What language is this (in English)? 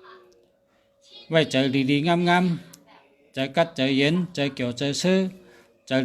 Shan